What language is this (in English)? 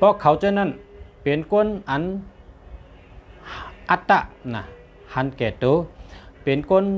Shan